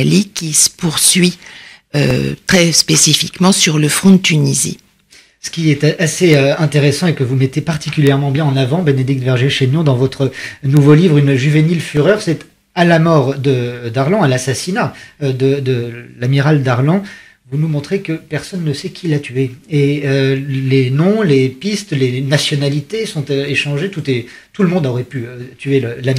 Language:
French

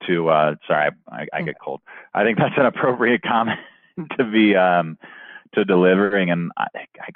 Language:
English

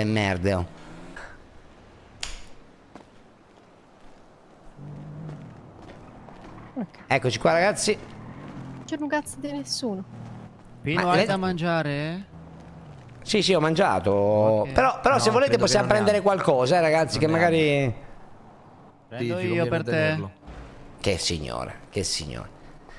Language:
Italian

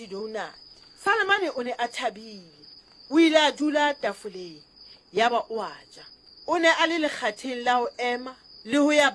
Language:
Southern Sotho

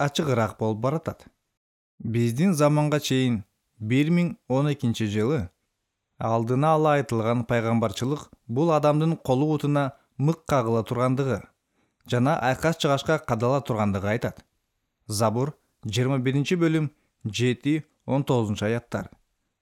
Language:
Kyrgyz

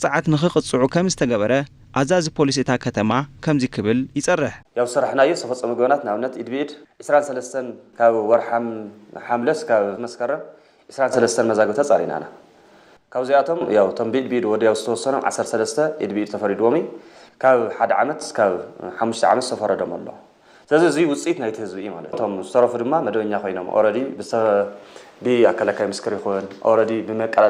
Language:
Tigrinya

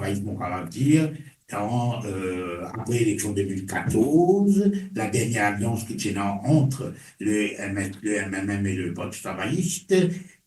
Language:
Morisyen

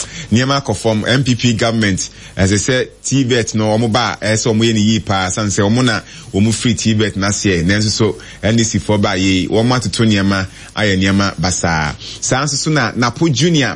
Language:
Akan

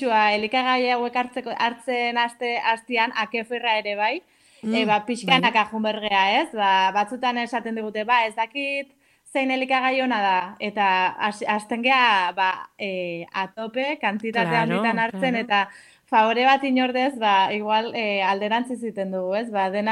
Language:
Basque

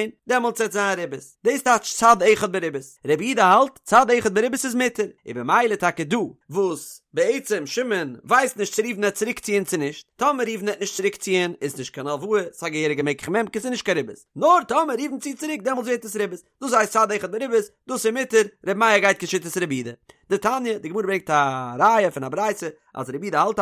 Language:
Yiddish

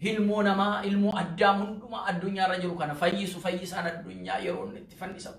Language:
Oromo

